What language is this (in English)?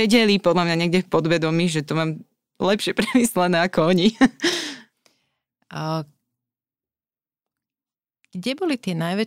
Slovak